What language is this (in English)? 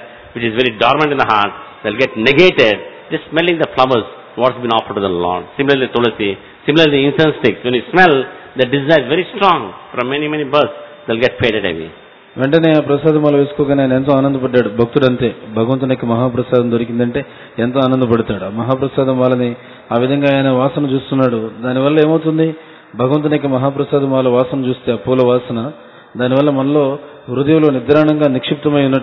Telugu